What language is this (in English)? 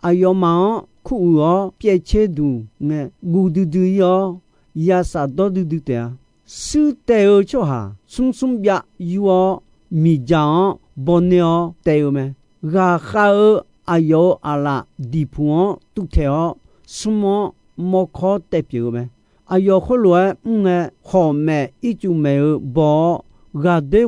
Akha